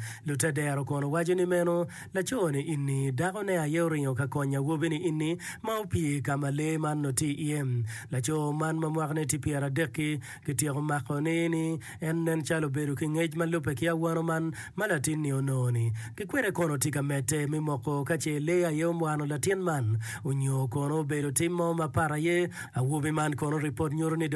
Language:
Acoli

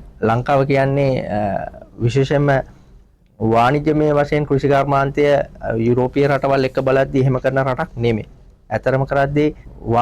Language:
Sinhala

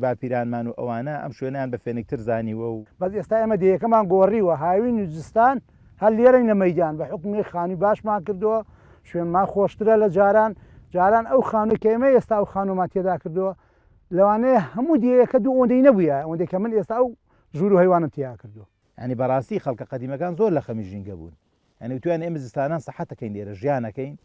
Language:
Central Kurdish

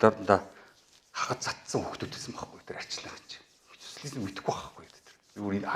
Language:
Mongolian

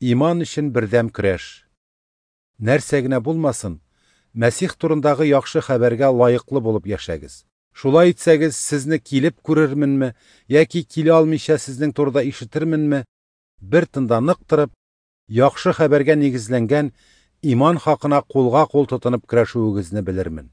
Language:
Tatar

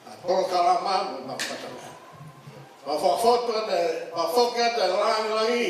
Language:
Tongan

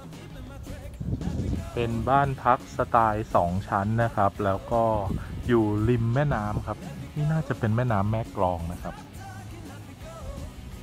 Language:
Thai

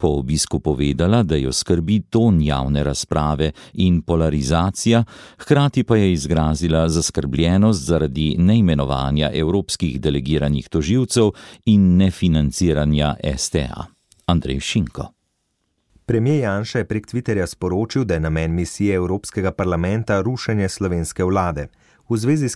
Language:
Slovenian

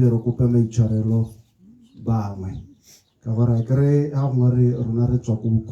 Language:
Tswana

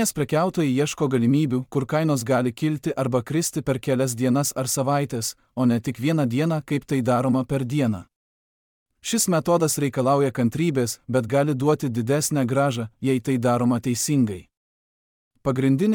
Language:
Lithuanian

